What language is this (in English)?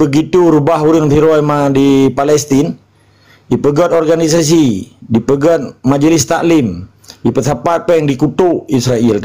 Achinese